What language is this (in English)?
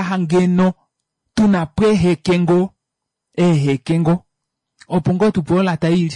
Kuanyama